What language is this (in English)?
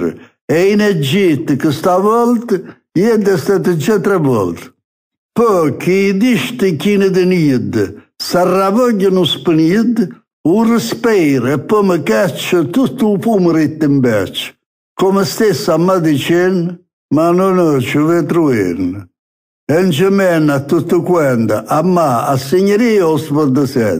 Neapolitan